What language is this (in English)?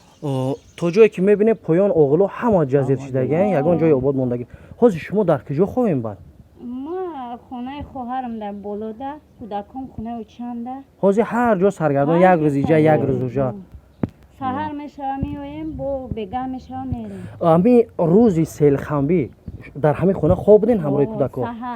Tajik